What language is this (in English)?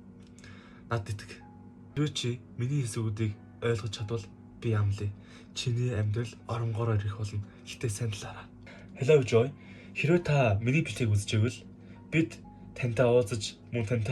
Mongolian